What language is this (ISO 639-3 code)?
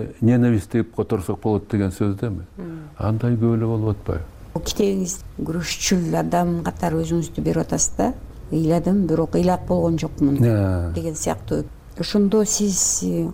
kir